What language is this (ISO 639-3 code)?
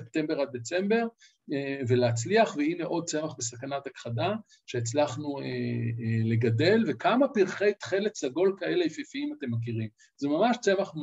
heb